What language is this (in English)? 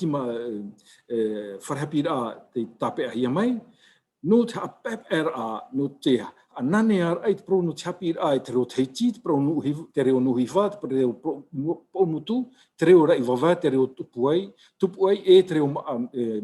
Tahitian